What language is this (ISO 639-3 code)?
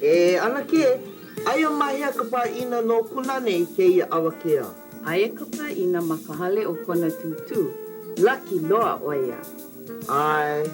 haw